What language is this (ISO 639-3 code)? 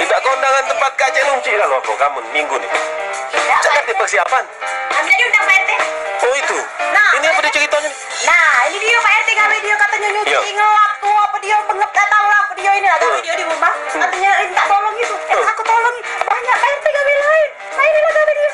mui